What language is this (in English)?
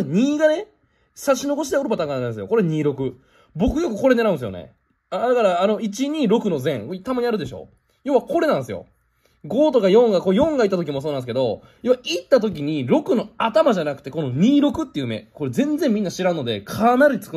Japanese